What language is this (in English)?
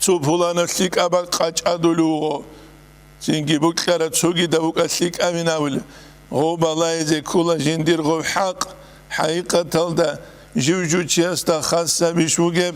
Avaric